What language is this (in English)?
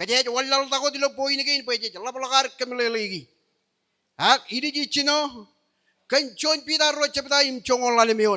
Marshallese